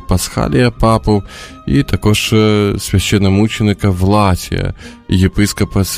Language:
Ukrainian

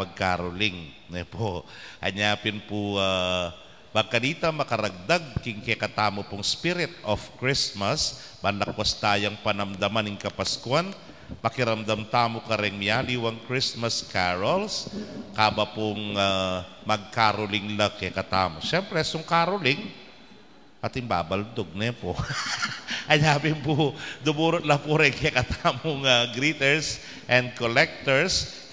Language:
Pampanga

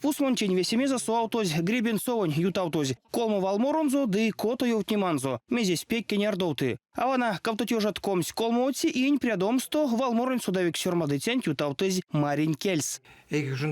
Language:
Erzya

